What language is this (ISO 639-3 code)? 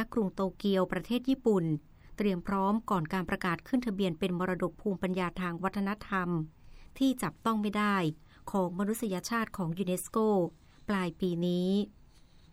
tha